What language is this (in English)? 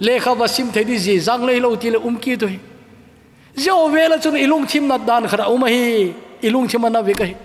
Thado Chin